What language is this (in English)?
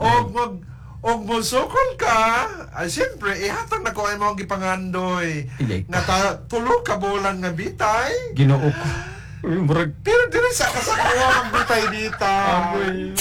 Cebuano